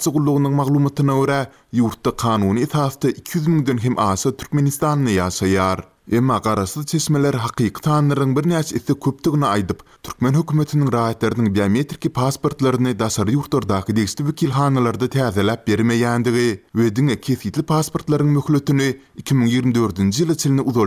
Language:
Turkmen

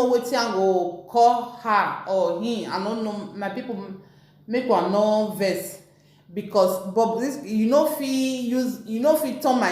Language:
Nigerian Pidgin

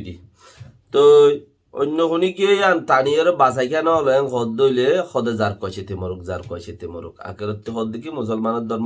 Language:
Rohingya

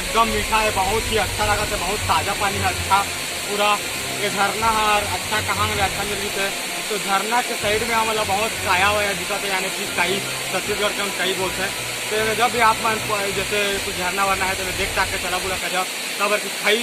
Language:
Chhattisgarhi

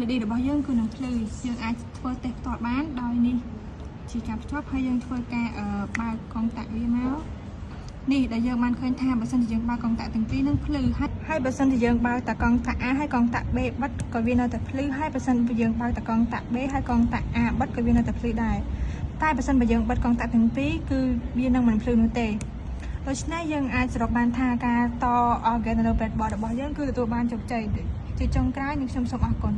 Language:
Khmer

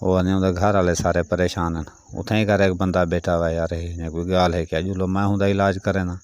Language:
Saraiki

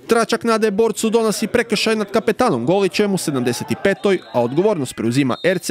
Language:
Croatian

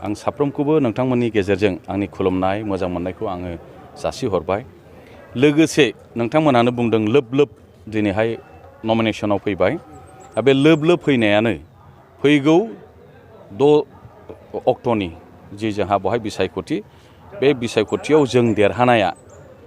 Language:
Bodo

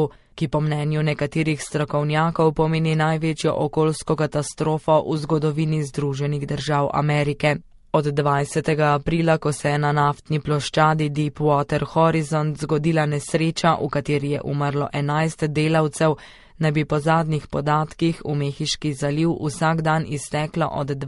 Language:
Slovenian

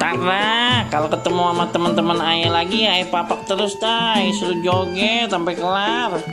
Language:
Betawi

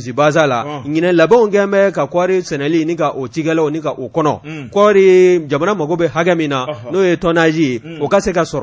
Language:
Bambara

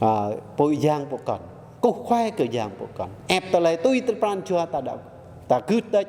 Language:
Jarai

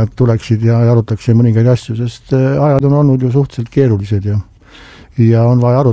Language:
Estonian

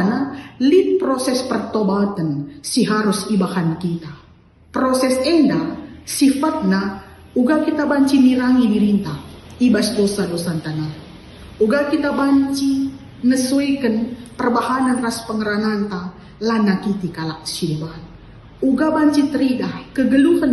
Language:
Batak Karo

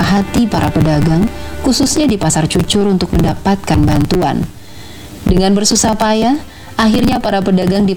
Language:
Indonesian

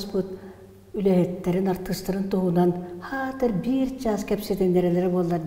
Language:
Yakut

